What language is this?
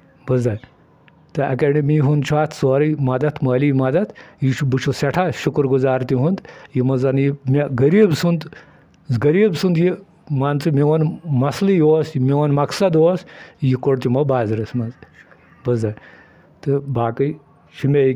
Kashmiri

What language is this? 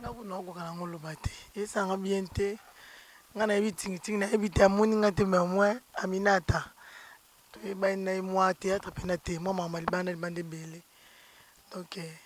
Lingala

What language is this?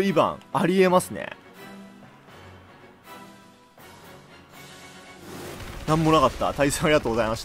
Japanese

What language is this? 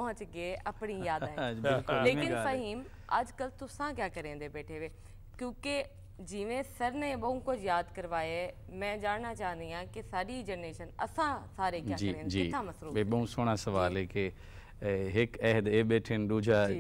Saraiki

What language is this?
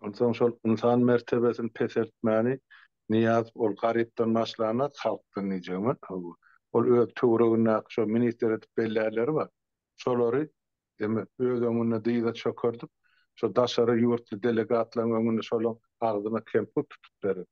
Turkmen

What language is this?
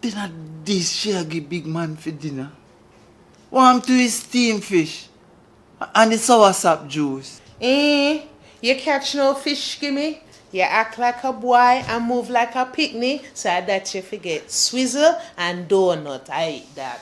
Jamaican Creole English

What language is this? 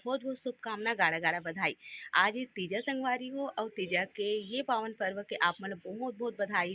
Chhattisgarhi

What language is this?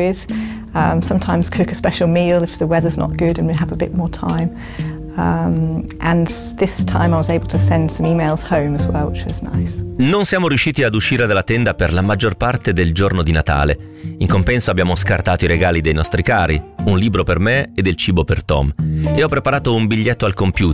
Italian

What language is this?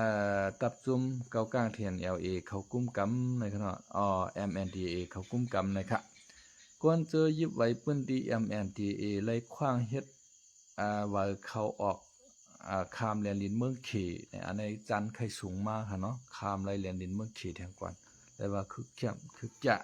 Shan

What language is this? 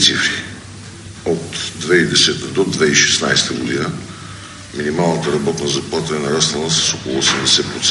Bulgarian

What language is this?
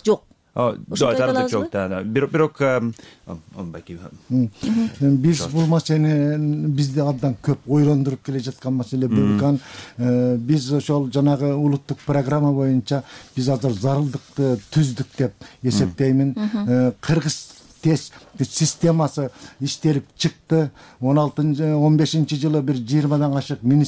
Kyrgyz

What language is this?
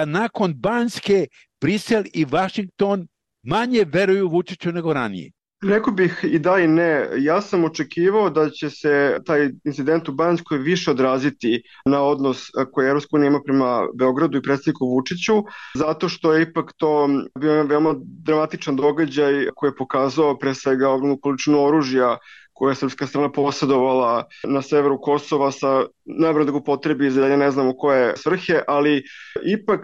Serbian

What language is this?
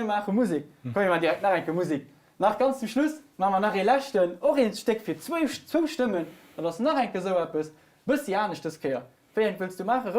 Luxembourgish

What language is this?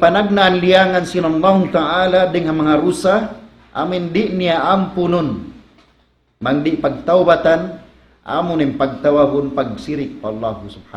Tausug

